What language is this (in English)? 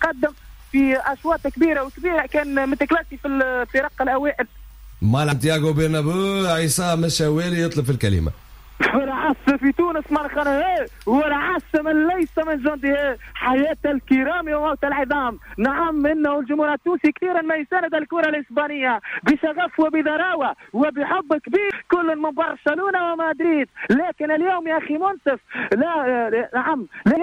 Tunisian Arabic